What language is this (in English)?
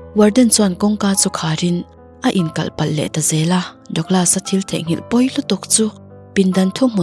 Mizo